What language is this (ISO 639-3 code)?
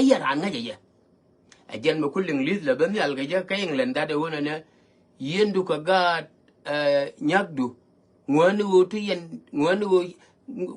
nus